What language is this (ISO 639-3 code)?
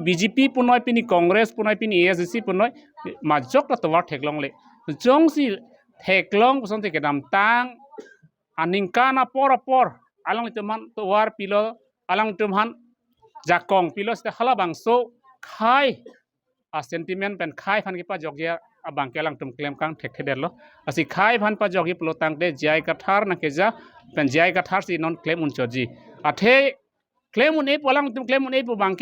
mjw